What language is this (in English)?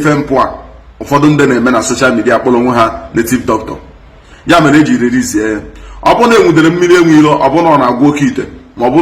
Igbo